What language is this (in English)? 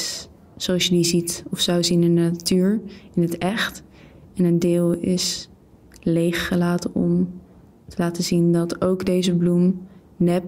Dutch